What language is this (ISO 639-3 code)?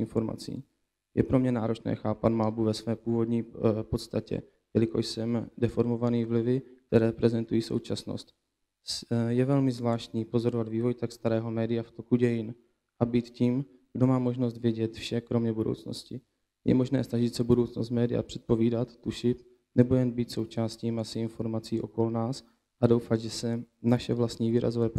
ces